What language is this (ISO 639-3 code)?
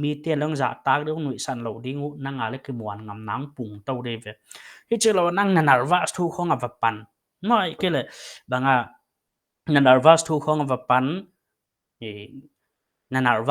pck